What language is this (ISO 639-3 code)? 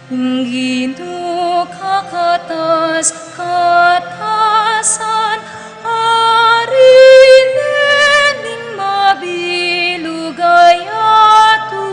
pam